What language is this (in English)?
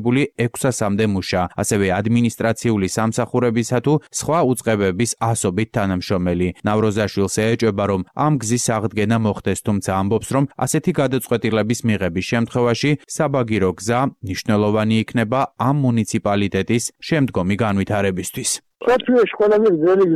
Georgian